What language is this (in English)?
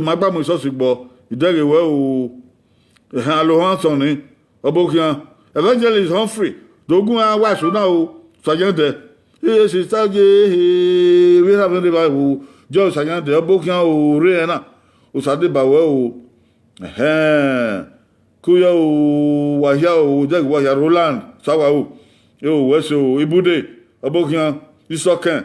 Bini